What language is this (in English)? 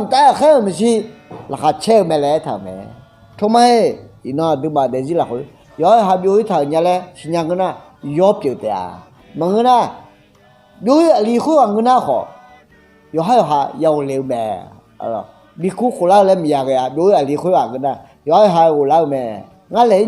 Akha